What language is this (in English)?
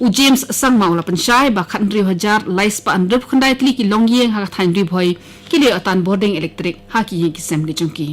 Khasi